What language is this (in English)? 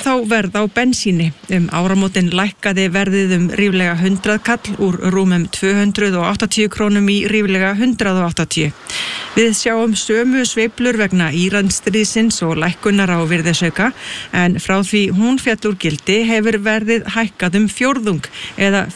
Icelandic